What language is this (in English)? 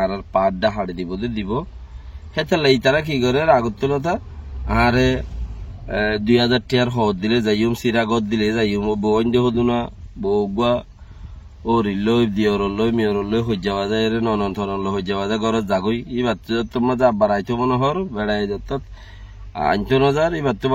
Rohingya